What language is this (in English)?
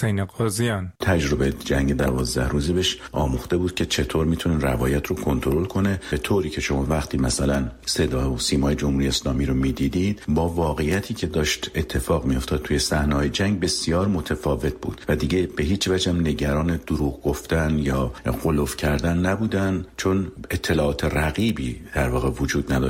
Persian